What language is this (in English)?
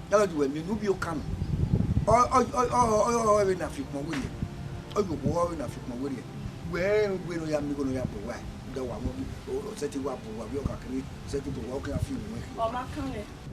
Bini